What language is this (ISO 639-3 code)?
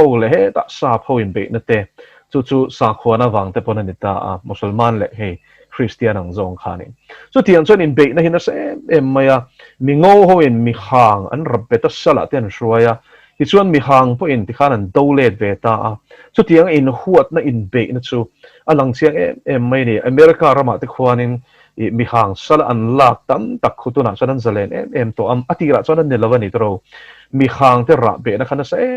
lus